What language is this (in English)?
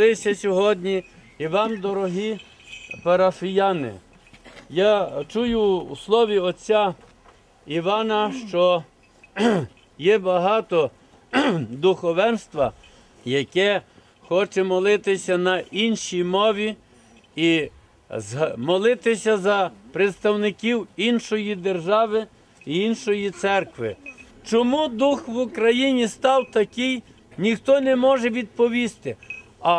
Ukrainian